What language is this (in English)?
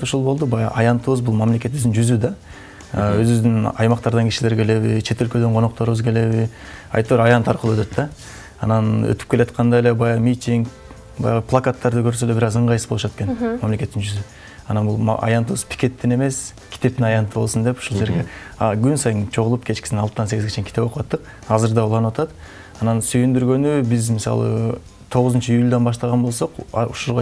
Kyrgyz